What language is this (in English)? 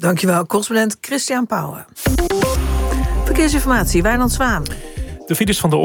Dutch